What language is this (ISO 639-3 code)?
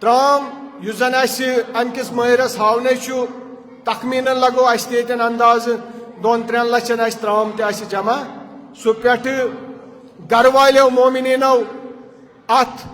kas